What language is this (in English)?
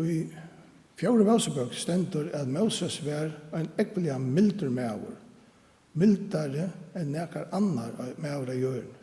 Faroese